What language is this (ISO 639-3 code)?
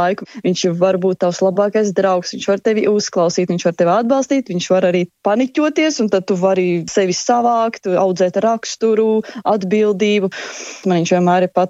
lav